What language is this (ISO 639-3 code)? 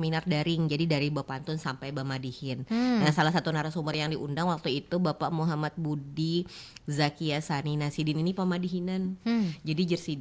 bjn